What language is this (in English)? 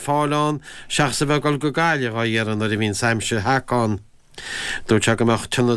Irish